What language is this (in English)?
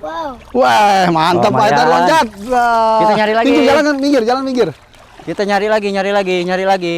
Betawi